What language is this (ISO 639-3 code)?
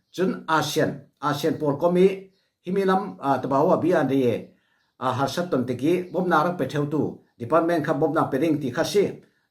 cfm